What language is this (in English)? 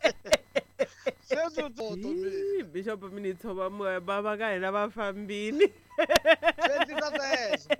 Tsonga